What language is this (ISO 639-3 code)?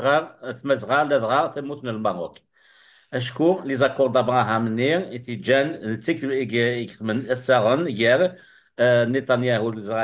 kab